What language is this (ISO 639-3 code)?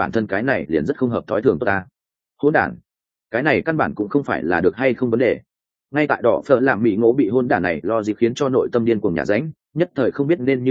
vie